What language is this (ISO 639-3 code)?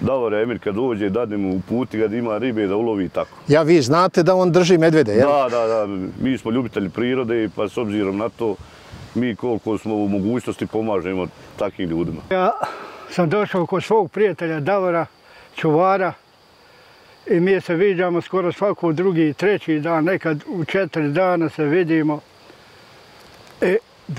bos